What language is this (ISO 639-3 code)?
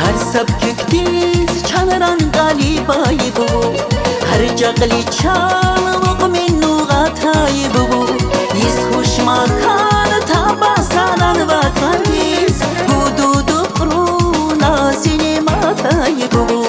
tab